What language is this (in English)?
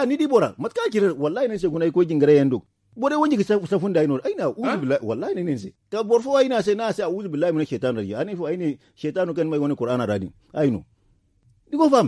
Zarma